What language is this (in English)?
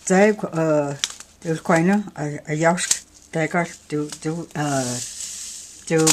Cherokee